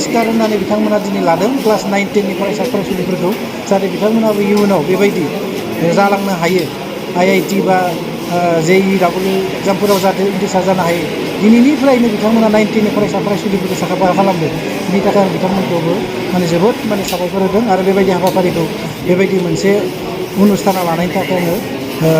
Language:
Bodo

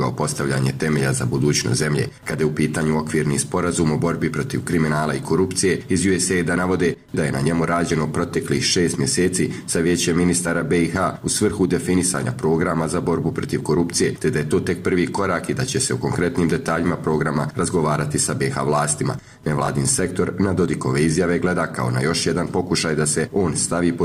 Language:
Bosnian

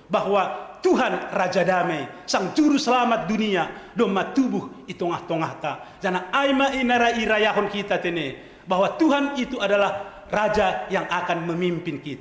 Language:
Batak Simalungun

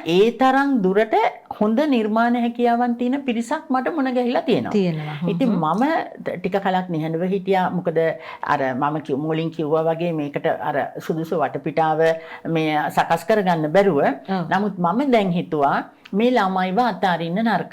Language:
Sinhala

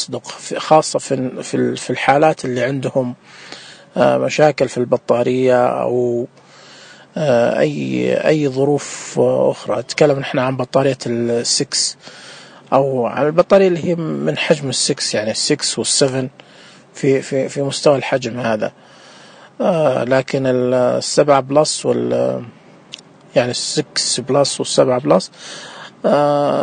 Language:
Najdi Arabic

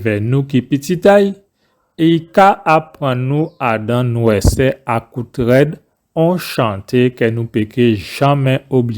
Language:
Guadeloupean Creole French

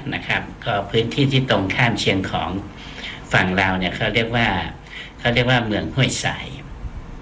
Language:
Thai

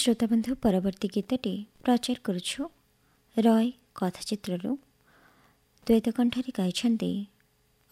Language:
Odia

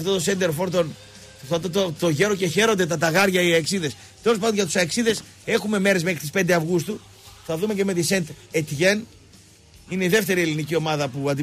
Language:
Greek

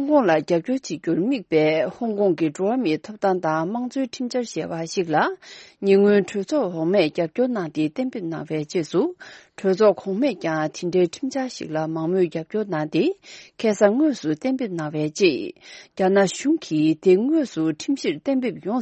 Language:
Tibetan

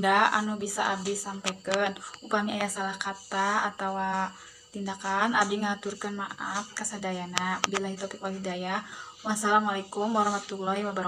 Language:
Sundanese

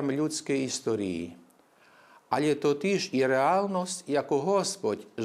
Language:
Rusyn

